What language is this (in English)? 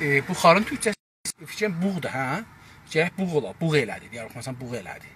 South Azerbaijani